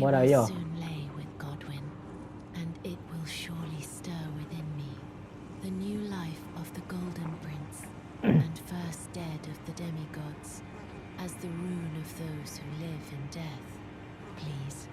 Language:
Shan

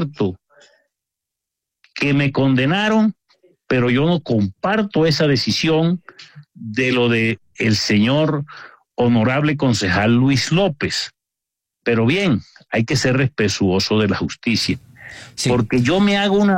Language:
Spanish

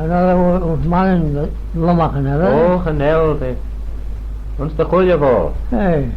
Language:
Manx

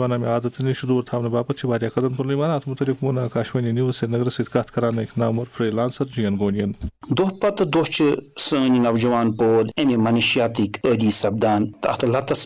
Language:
Kashmiri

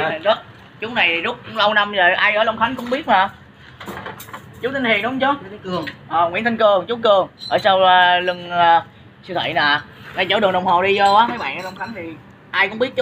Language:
Vietnamese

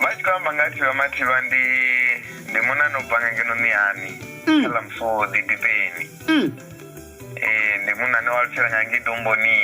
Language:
Venda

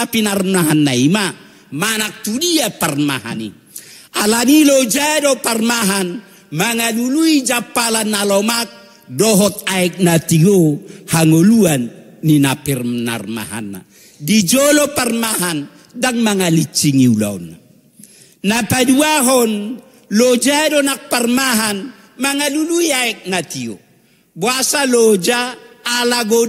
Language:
Batak Toba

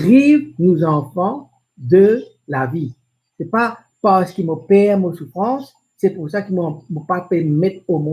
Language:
Morisyen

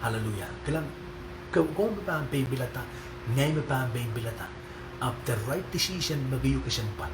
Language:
Pohnpeian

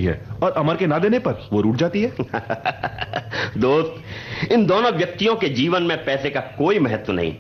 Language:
Hindi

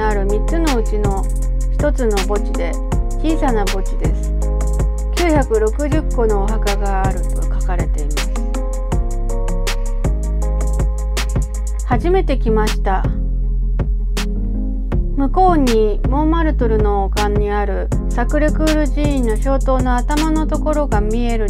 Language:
Japanese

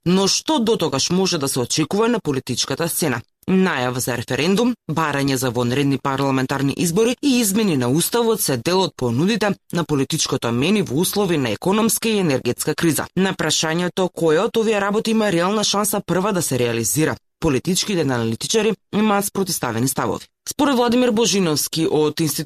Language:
Macedonian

